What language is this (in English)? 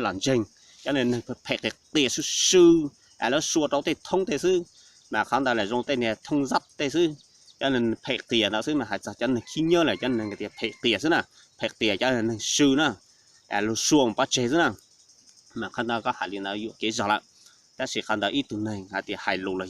Hmong